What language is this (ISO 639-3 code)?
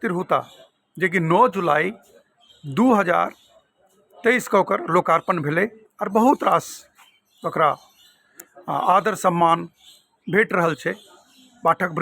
mai